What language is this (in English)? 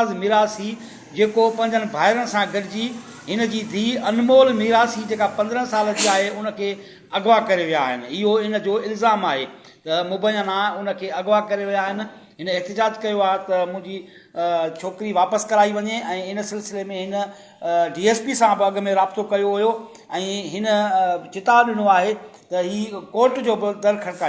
Sindhi